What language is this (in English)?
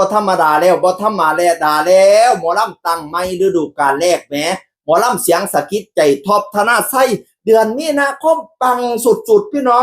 Northeastern Thai